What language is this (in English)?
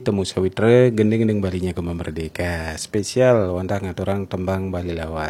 Balinese